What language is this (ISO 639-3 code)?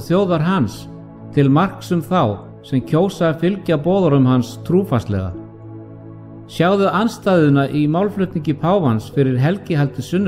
isl